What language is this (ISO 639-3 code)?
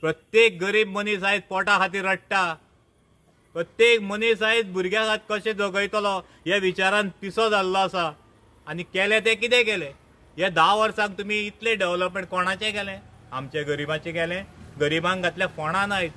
kok